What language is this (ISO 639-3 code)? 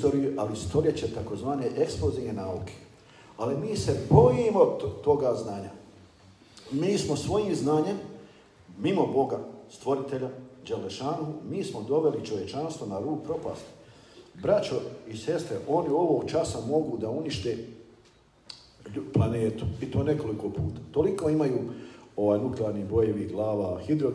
bos